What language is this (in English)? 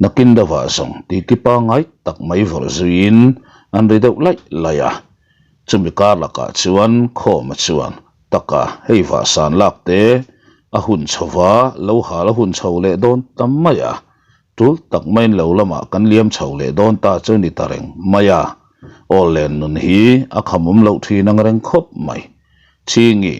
Mizo